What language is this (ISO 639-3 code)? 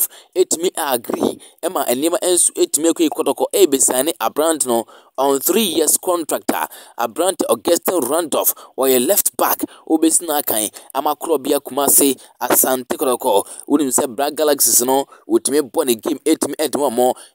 aka